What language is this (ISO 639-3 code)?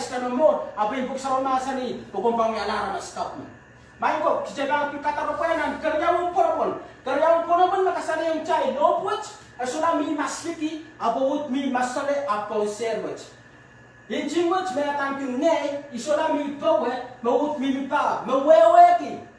pon